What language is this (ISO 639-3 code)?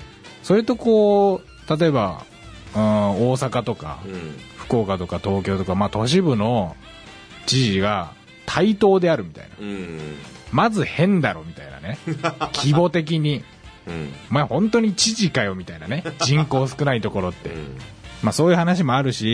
jpn